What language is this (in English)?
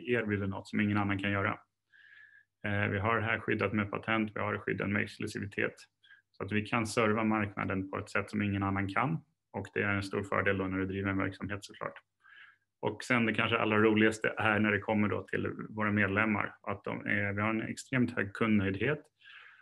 Swedish